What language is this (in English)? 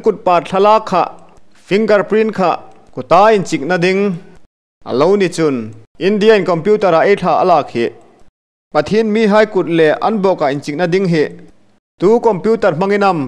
Hmar